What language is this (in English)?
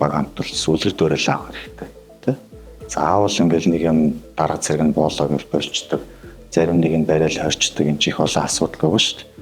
Mongolian